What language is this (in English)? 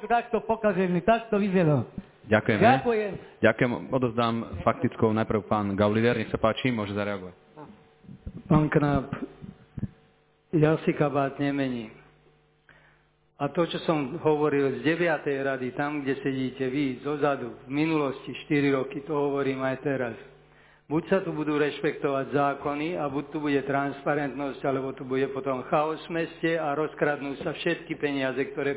Slovak